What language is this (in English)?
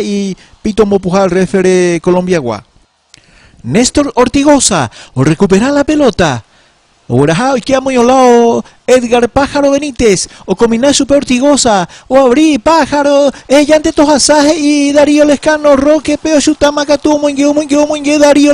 Guarani